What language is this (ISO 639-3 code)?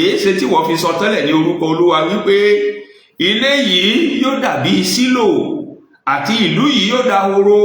yor